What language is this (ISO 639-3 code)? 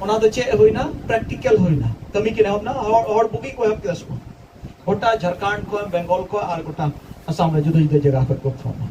sat